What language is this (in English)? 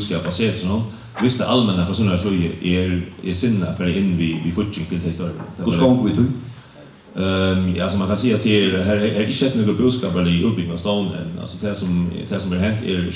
Faroese